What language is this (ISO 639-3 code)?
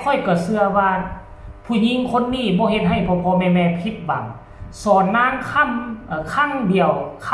tts